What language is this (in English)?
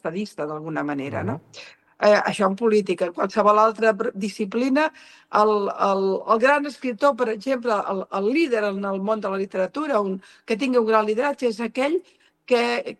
Catalan